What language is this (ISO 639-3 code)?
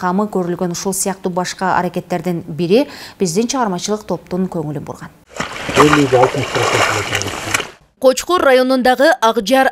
kir